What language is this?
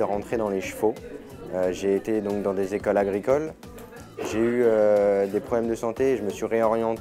French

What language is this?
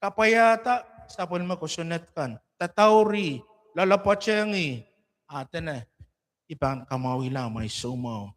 Pohnpeian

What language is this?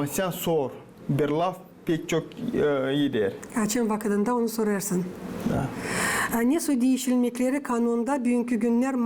Gagauz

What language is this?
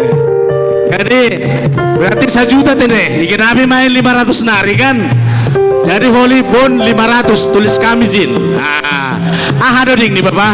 Batak Simalungun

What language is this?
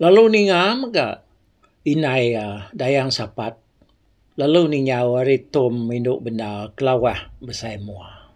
Iban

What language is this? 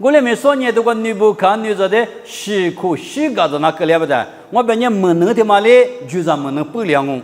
Lisu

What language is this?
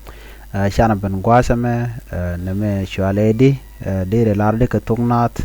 Nuer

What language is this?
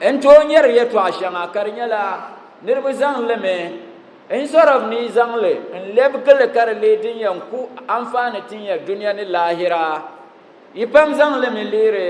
Dagbani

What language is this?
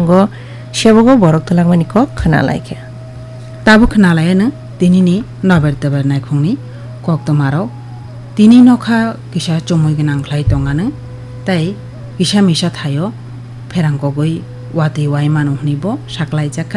Kok Borok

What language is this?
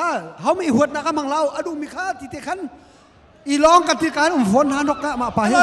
Hakha Chin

